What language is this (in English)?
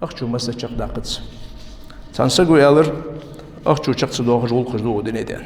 Ingush